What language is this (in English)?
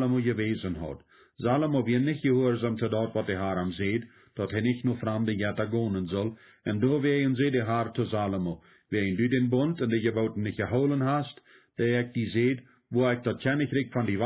Plautdietsch